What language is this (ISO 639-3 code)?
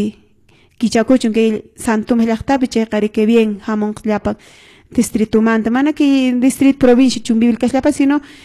que